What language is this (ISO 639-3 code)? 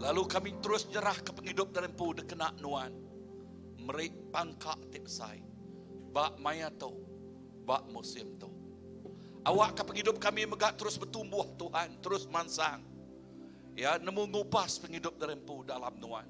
iba